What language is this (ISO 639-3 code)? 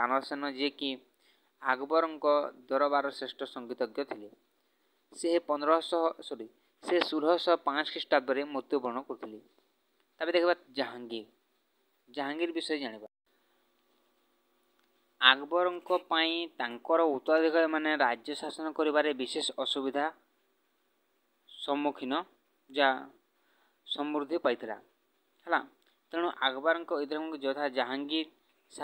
ori